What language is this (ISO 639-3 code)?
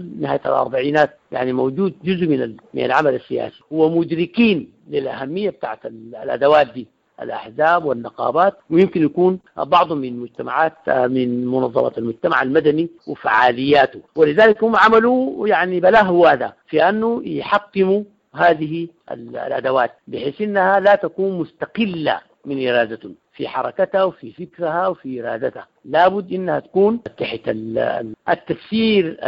apd